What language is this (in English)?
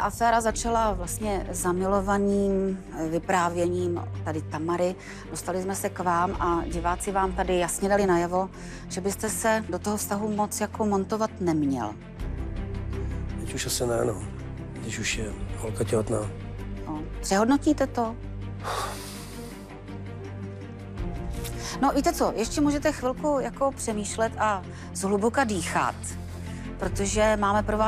Czech